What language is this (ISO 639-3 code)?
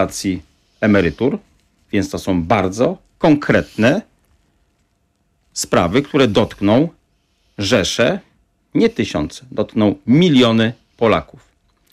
pol